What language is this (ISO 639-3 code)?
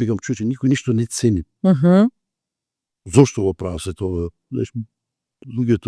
mkd